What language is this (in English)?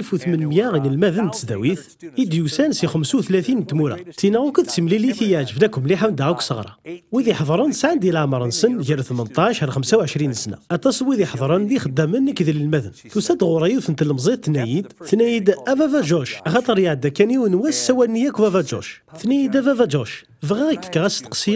Kabyle